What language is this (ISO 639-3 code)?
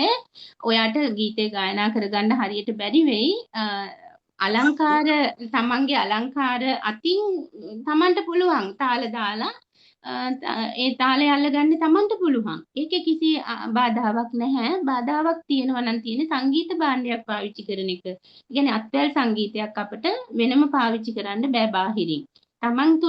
sin